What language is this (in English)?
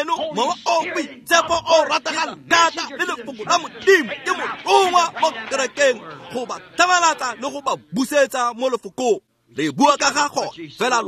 Tswana